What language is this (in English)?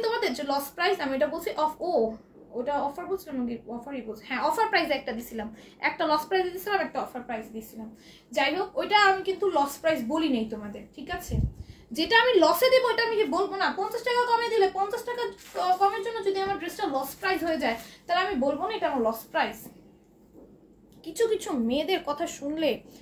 Bangla